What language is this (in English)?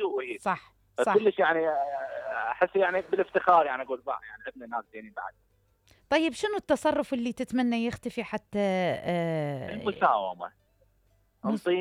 Mesopotamian Arabic